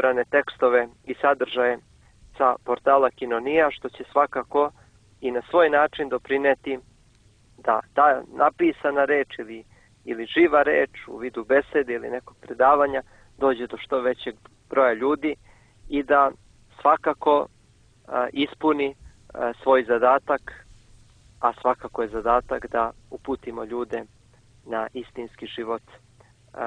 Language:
Serbian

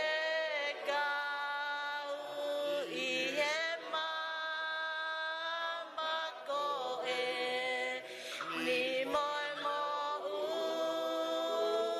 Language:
Tongan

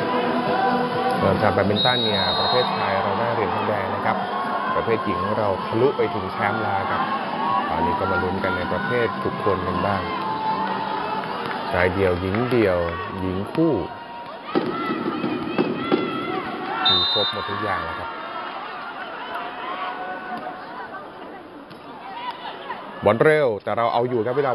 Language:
Thai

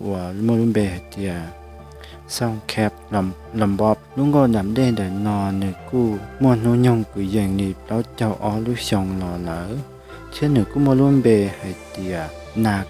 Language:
Hmong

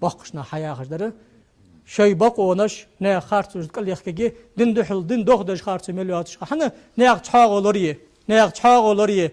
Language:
Ingush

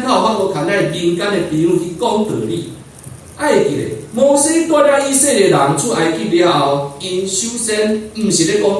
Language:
Min Nan Chinese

